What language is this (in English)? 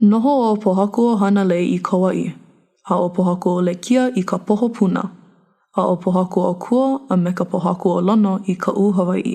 Hawaiian